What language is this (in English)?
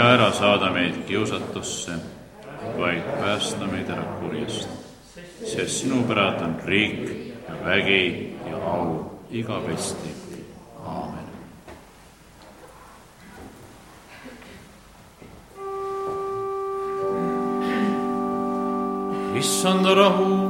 Estonian